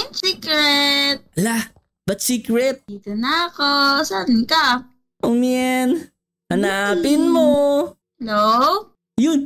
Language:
Filipino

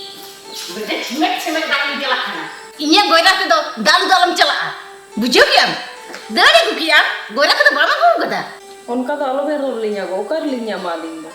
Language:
Santali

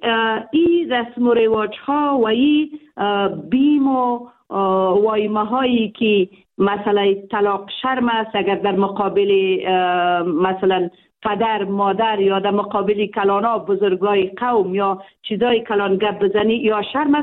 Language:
Persian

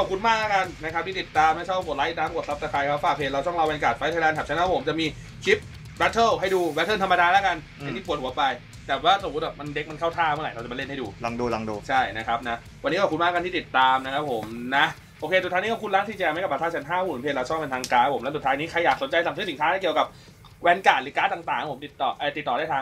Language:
Thai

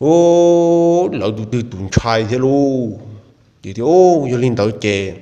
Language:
Hmong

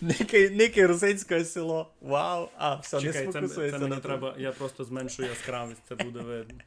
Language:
Rusyn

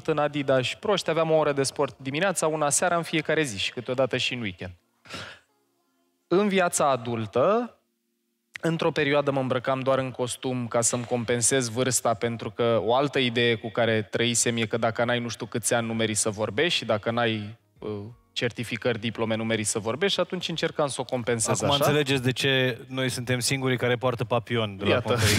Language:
Romanian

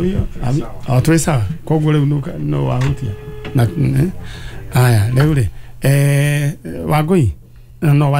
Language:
Kikuyu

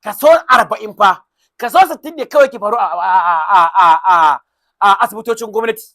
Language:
Hausa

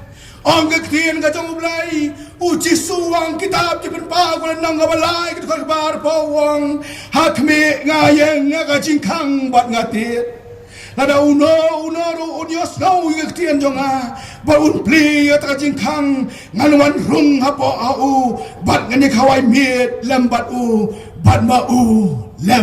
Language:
Khasi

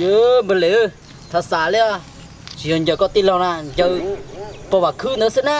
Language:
Hmong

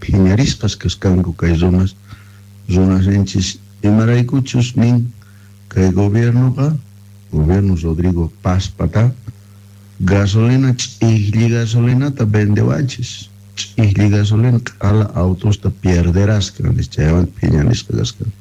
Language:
Quechua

